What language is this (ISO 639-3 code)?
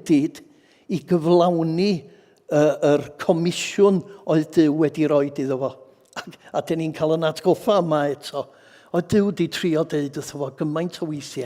cym